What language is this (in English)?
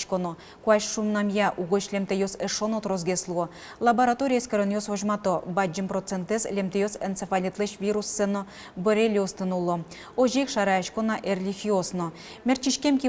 Udmurt